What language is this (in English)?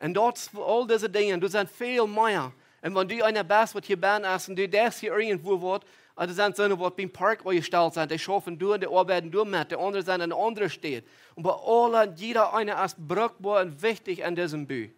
Plautdietsch